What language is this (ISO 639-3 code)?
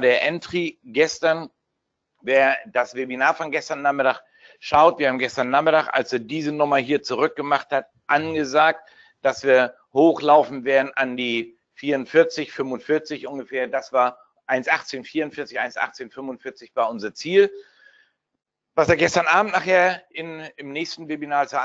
deu